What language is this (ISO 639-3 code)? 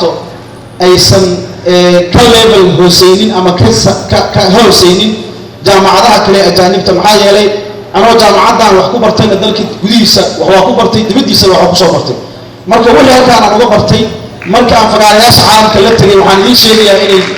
som